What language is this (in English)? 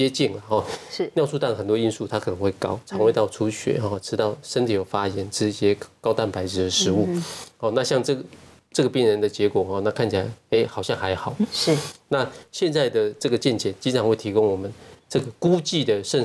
Chinese